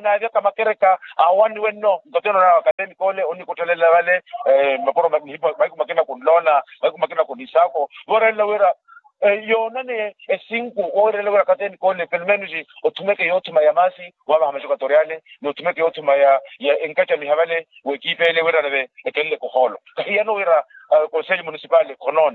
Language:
Makhuwa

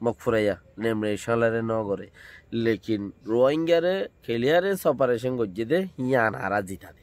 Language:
Rohingya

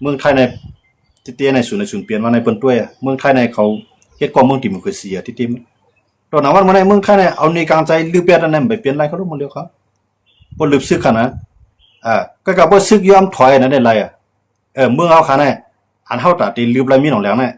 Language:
Shan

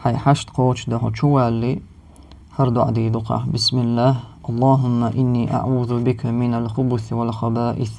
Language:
Chechen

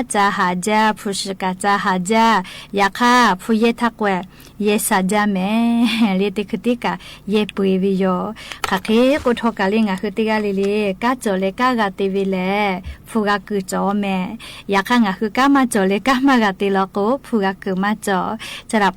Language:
Lahu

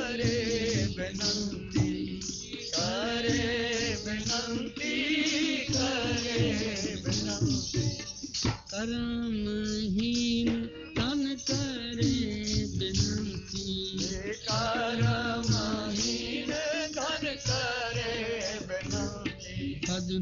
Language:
Hindi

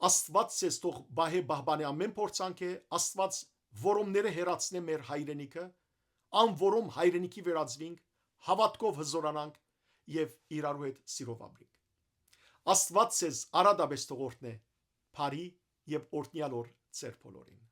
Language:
Western Armenian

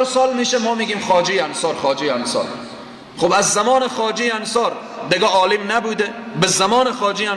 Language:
Persian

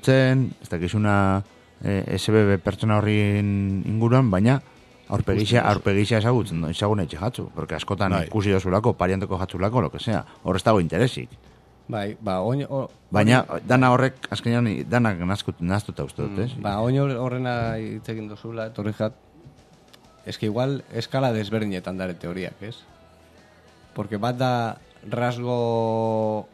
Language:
Basque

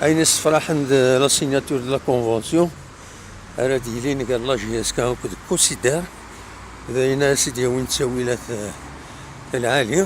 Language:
Kabyle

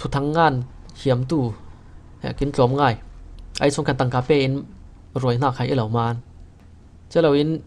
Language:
Falam Chin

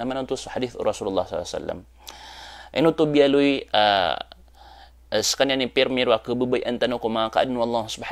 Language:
Maranao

